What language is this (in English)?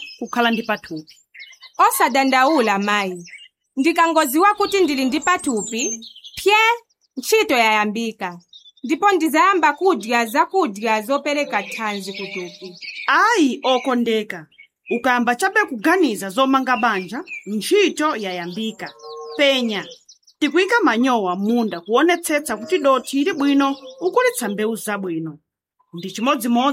Nyanja